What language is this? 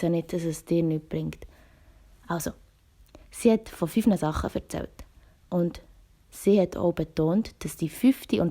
Swiss German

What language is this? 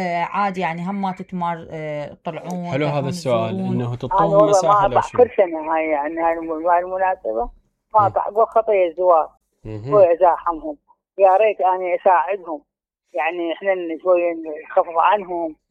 Mesopotamian Arabic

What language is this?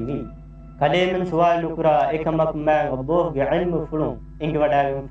Divehi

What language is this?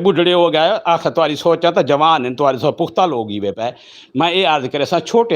Saraiki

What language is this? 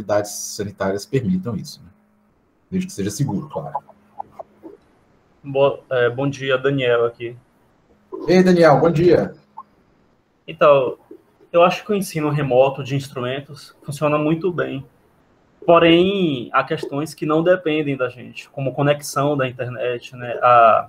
Portuguese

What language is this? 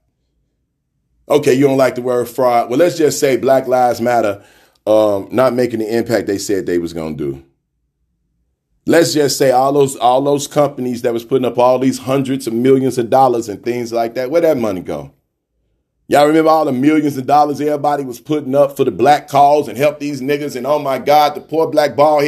English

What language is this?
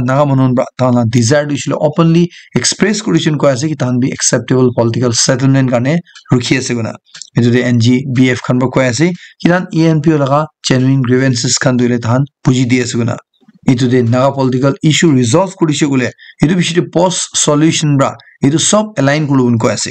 Naga Pidgin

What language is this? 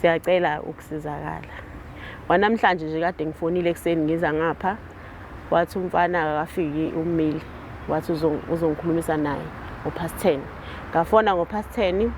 Zulu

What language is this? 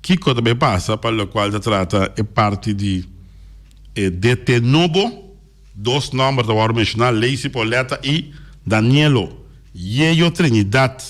Papiamento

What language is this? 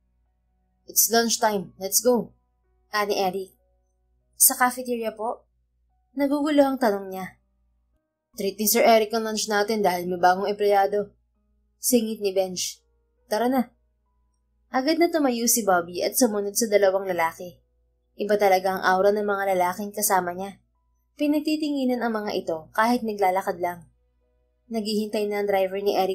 Filipino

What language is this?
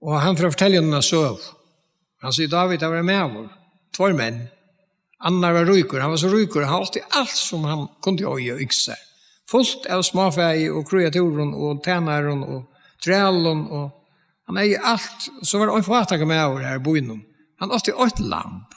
Faroese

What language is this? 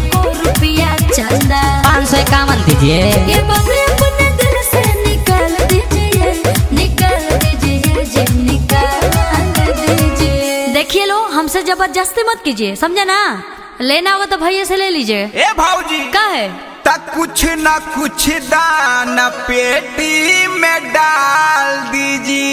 Bhojpuri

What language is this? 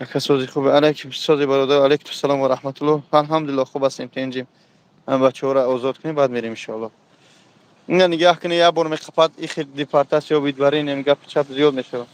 Tajik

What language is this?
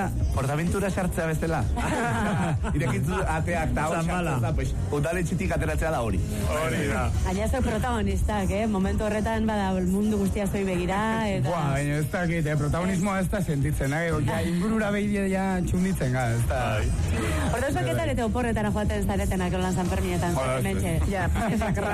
Basque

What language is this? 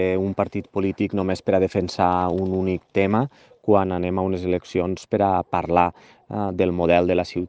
Catalan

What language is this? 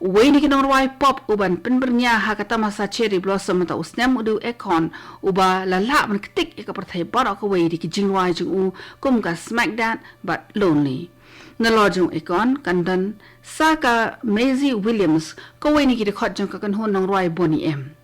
Khasi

